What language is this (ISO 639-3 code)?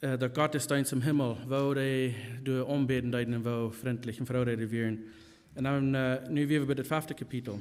pdt